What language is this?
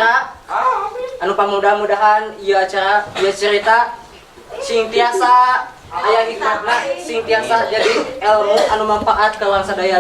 Sundanese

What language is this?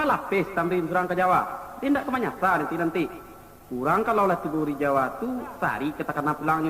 Minangkabau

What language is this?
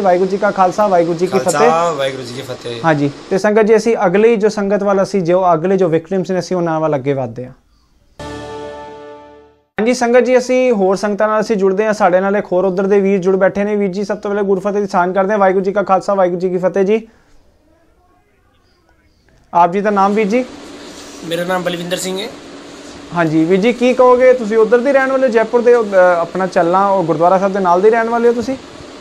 Punjabi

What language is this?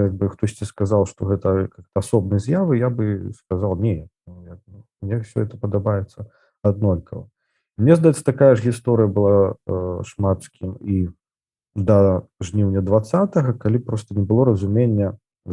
Belarusian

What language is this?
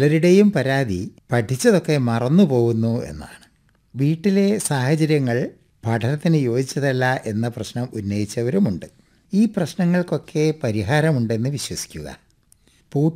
Malayalam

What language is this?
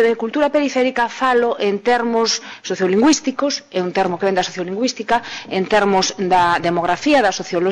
Galician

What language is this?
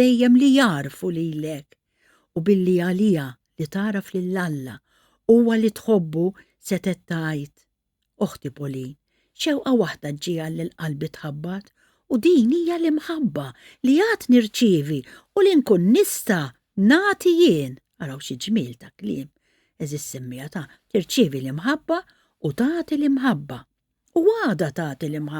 Maltese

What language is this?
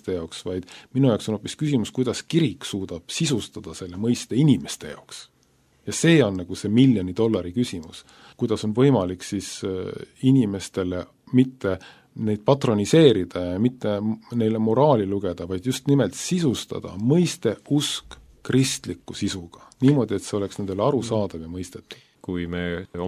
Estonian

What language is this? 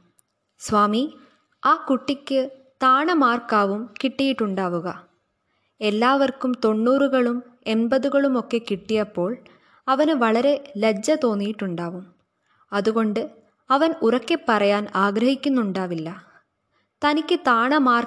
Malayalam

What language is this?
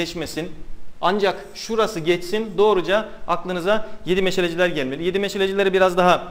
Turkish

